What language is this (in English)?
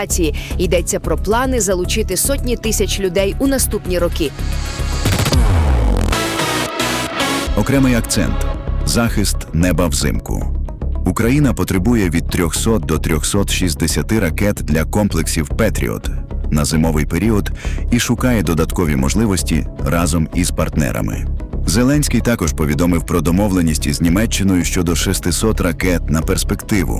Ukrainian